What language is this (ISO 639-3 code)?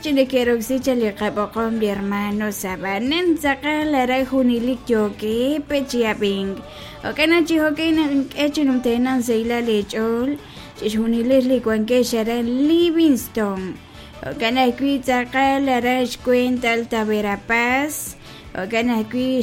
kek